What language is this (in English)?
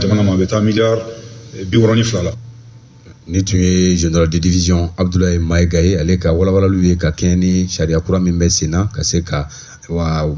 Bambara